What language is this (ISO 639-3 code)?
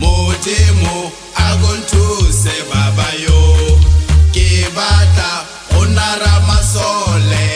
tsn